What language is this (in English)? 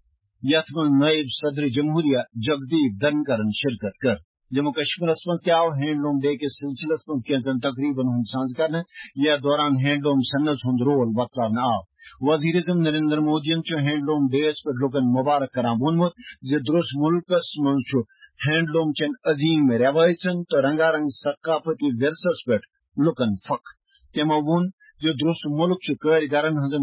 Kashmiri